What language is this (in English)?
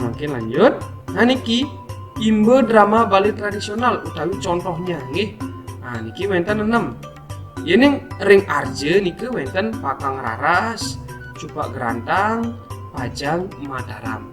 Balinese